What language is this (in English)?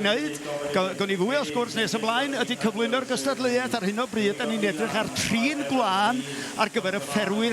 Welsh